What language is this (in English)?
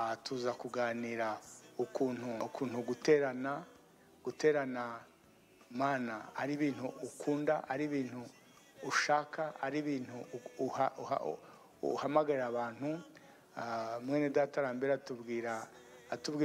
Kinyarwanda